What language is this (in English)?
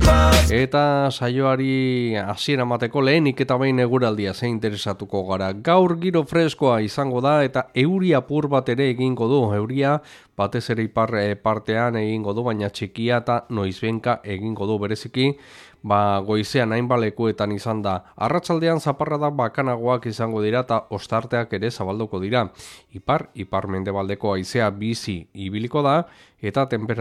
Basque